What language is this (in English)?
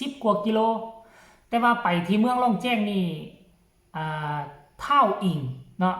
Northeastern Thai